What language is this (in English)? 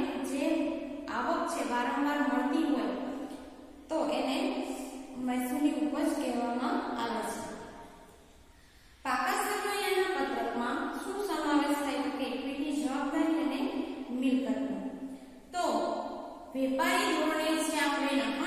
Gujarati